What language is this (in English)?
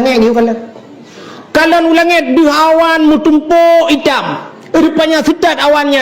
Achinese